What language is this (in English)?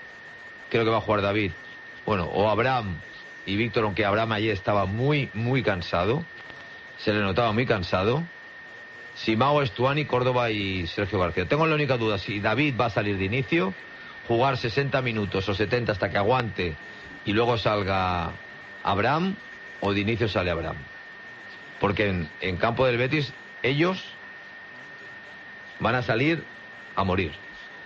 Spanish